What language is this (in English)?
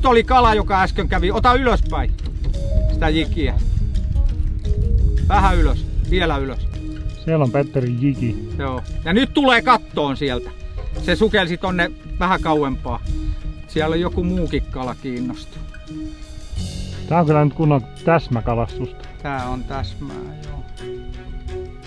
Finnish